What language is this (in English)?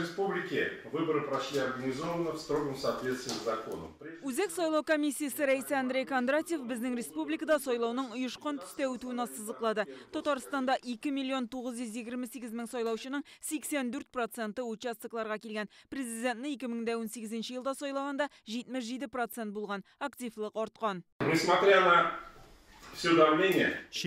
Tatar